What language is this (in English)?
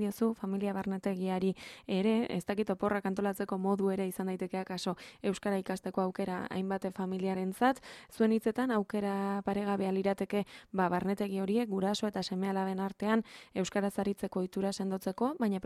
Basque